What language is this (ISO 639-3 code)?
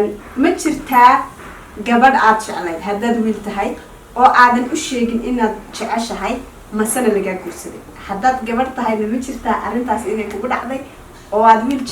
som